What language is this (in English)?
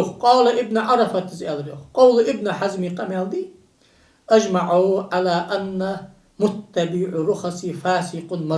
Ingush